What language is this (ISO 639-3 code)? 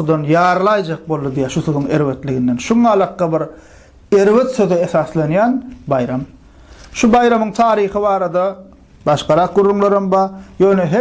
tuk